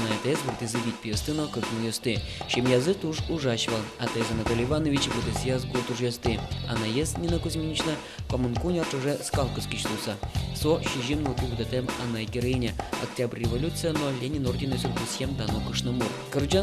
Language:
Udmurt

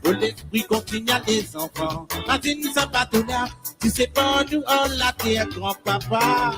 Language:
Morisyen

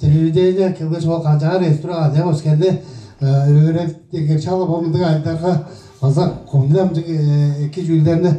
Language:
Tuvinian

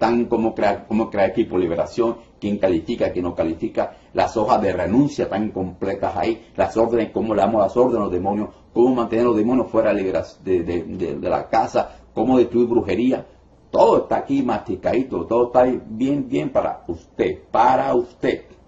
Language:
Spanish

